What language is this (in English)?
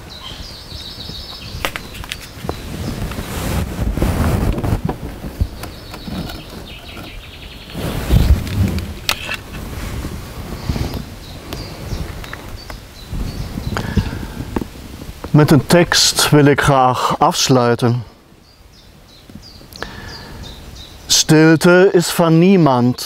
Dutch